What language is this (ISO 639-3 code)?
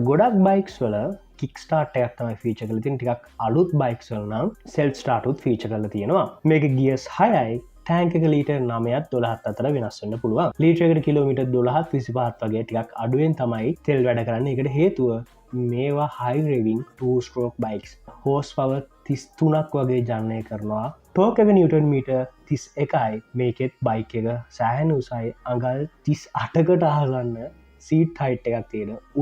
sin